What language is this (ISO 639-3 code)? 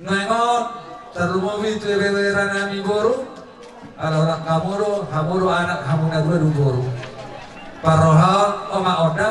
bbc